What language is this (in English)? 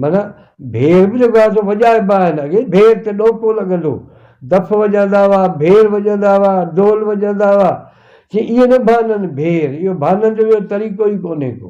Sindhi